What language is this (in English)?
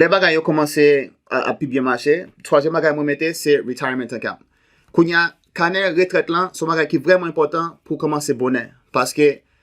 Haitian Creole